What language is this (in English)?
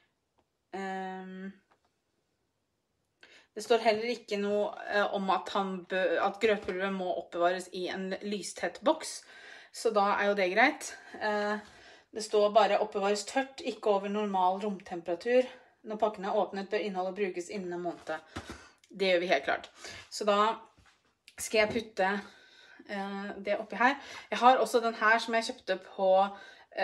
Norwegian